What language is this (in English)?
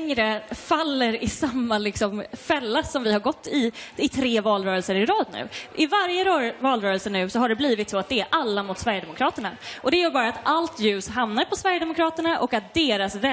Swedish